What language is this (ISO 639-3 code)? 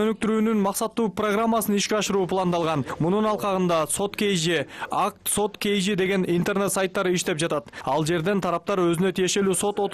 kir